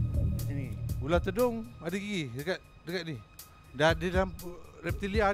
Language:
Malay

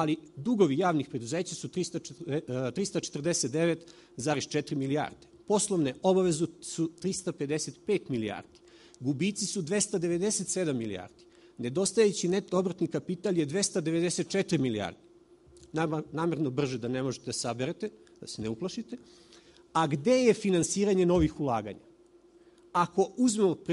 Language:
Serbian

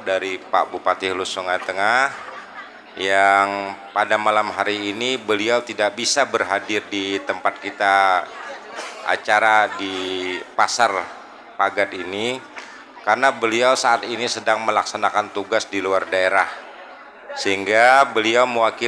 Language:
Banjar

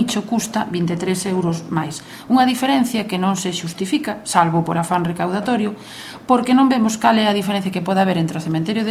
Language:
Galician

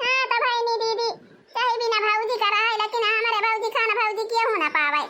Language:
Awadhi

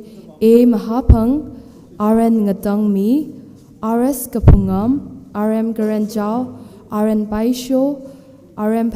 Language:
Tangkhul Naga (India)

